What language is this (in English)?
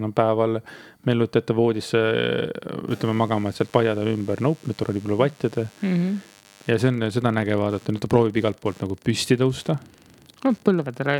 Estonian